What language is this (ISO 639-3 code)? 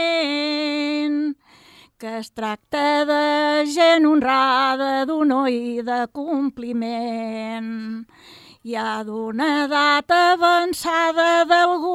cat